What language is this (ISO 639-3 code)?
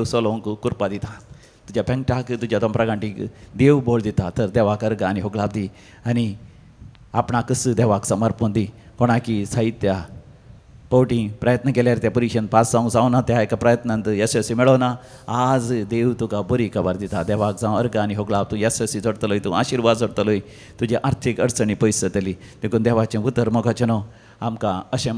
kok